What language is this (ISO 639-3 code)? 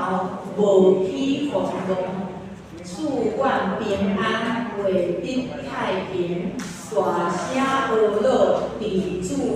nan